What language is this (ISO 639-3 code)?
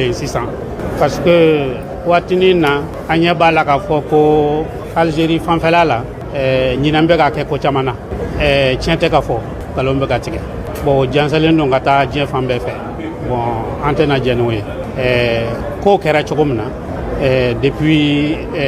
bam